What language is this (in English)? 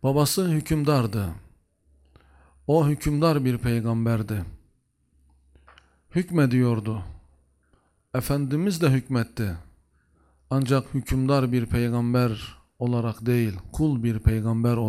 Turkish